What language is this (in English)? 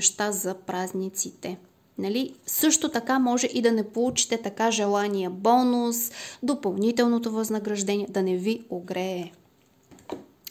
Bulgarian